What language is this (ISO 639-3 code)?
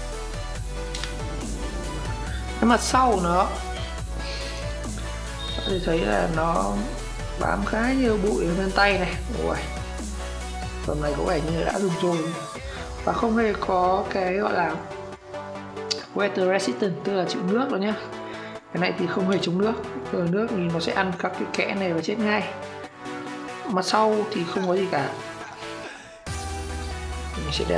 vie